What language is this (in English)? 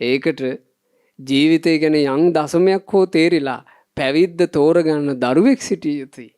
Sinhala